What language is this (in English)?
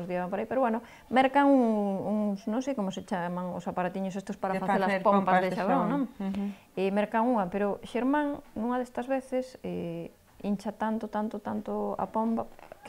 Galician